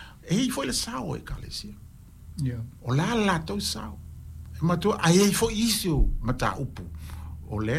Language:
Samoan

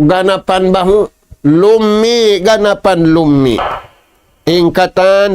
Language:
Tausug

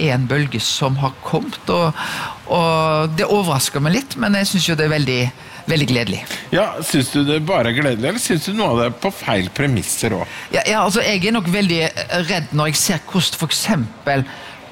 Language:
Norwegian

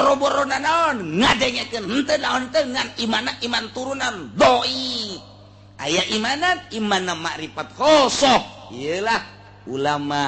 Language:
Sundanese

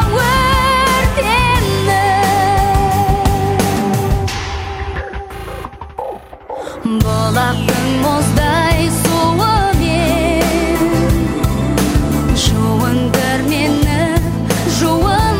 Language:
Kazakh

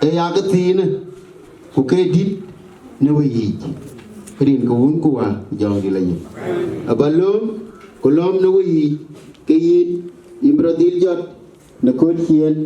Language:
Dinka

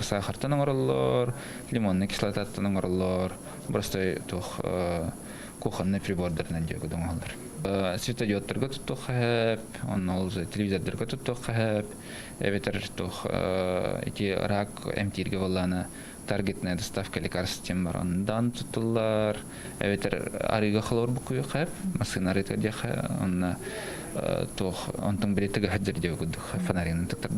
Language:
Yakut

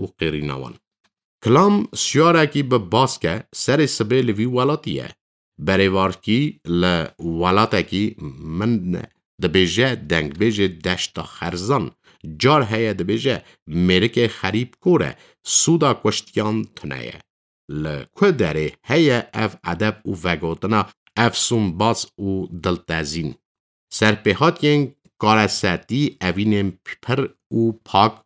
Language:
Kurdish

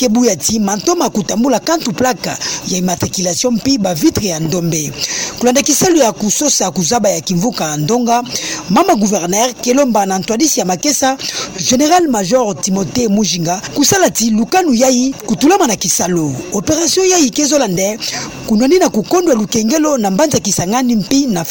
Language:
Kituba (Democratic Republic of Congo)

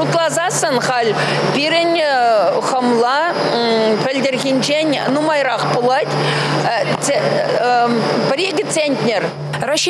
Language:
Chuvash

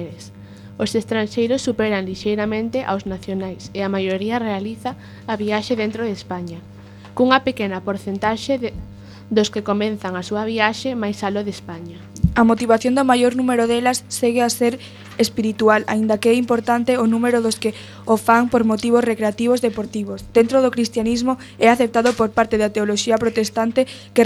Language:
Galician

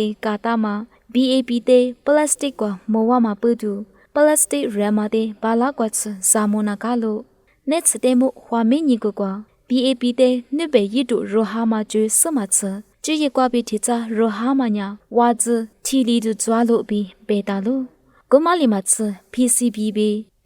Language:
Lisu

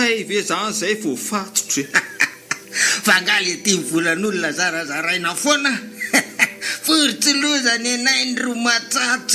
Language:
Malagasy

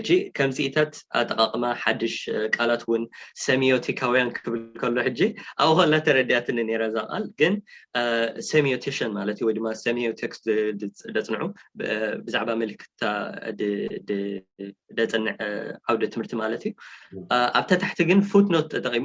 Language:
Tigrinya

